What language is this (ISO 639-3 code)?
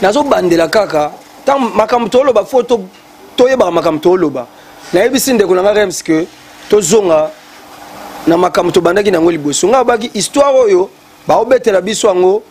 lin